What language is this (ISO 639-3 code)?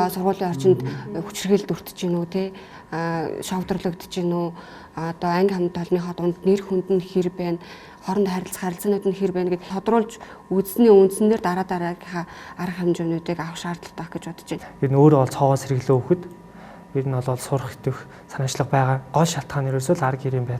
mon